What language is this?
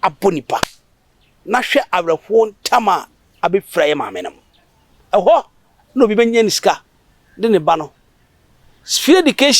Akan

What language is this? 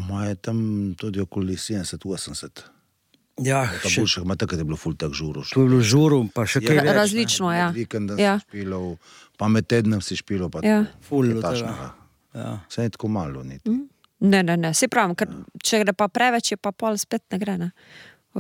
Slovenian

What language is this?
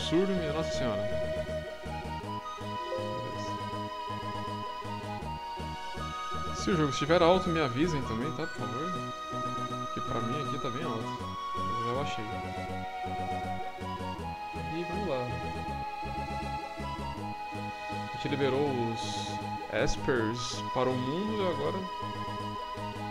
Portuguese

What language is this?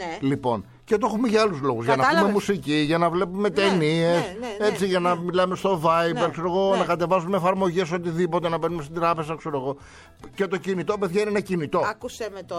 Greek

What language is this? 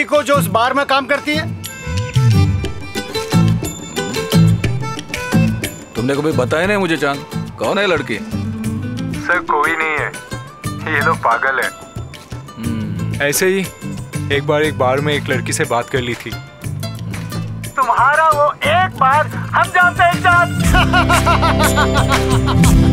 Hindi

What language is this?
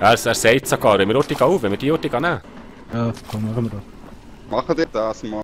Swiss German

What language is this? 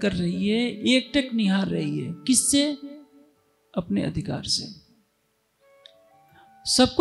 Hindi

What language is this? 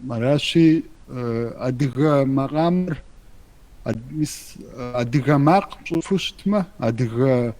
Kabardian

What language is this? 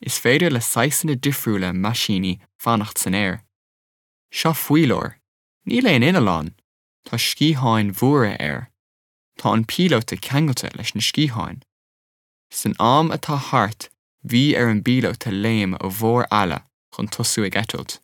Irish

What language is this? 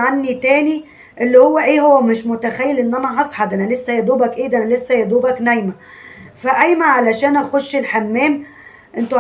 Egyptian Arabic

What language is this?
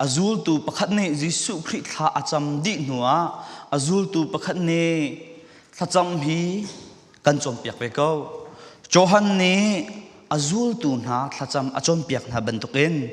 Falam Chin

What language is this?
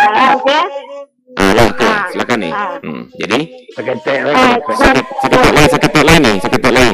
Minangkabau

